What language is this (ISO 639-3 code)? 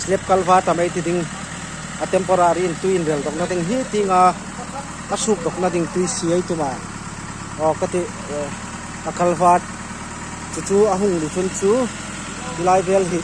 hmr